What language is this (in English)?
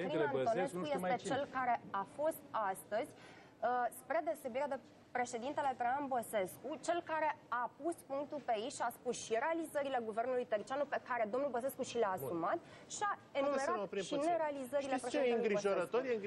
Romanian